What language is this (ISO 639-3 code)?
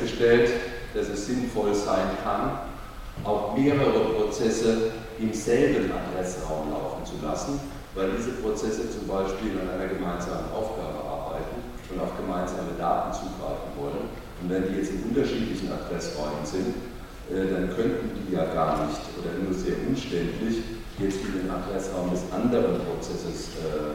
deu